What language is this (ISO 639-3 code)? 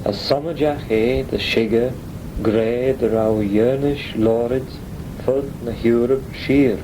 glv